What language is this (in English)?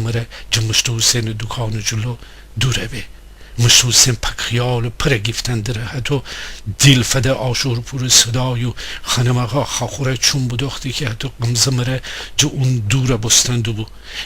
Gilaki